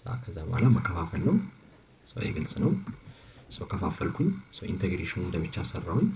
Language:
Amharic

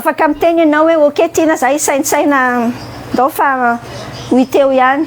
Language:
Malagasy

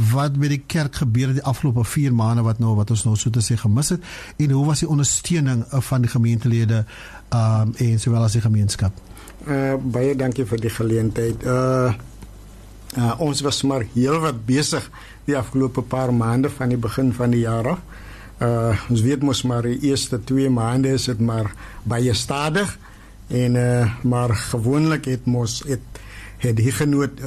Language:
Afrikaans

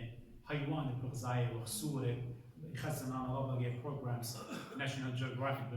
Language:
Assyrian Neo-Aramaic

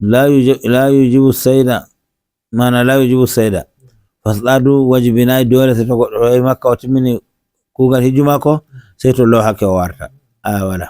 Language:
Nigerian Fulfulde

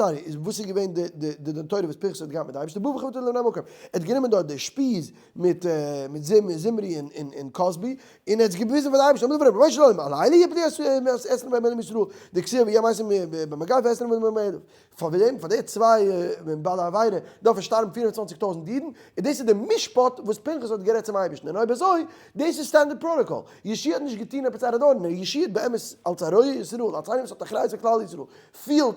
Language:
Yiddish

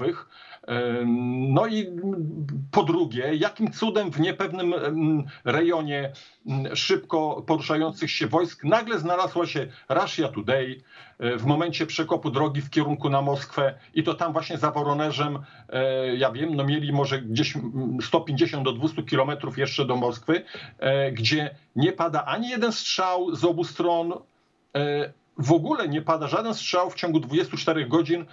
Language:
Polish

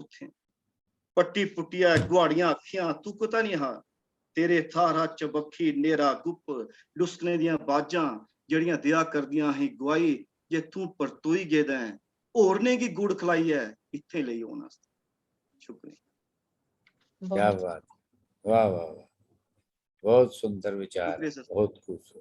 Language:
Dogri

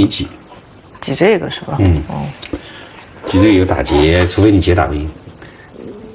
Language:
Chinese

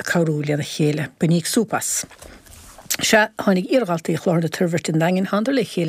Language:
Irish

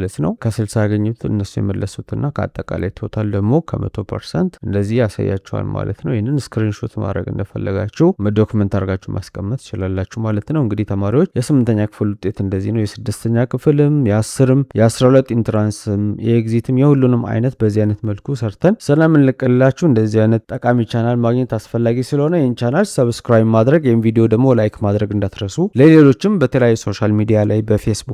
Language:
Amharic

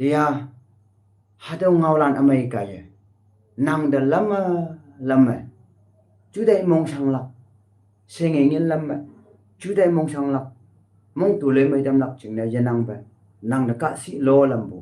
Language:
Konyak Naga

